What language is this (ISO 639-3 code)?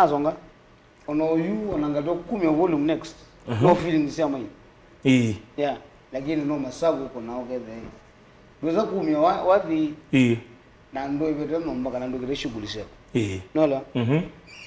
kam